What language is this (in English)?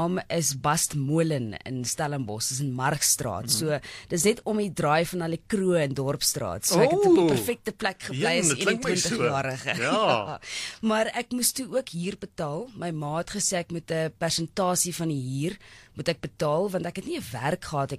Afrikaans